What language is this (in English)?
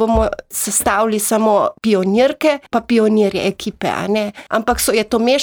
Slovenian